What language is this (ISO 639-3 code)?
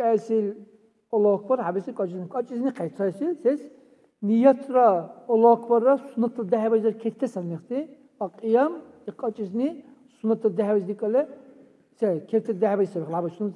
dar